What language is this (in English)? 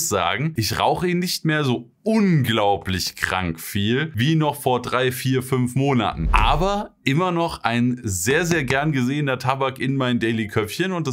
German